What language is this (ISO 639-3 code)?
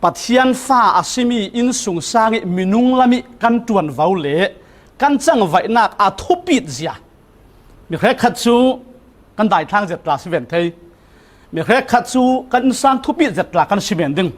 cfm